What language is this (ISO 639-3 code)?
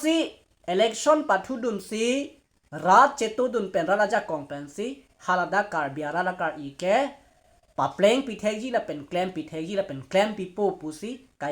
mjw